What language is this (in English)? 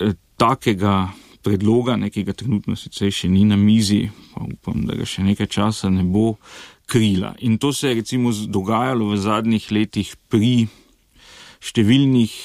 Slovenian